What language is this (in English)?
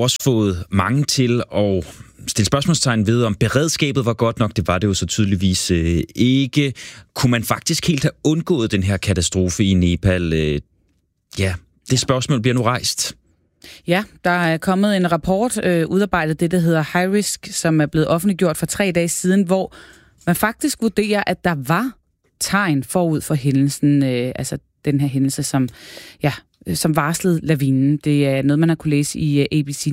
Danish